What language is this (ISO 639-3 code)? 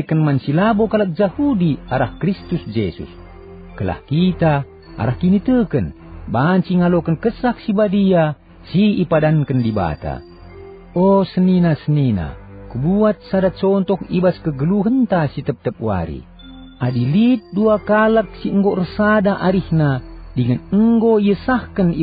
btx